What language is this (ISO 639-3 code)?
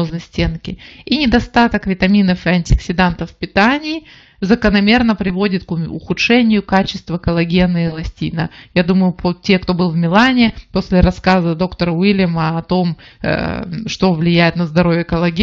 rus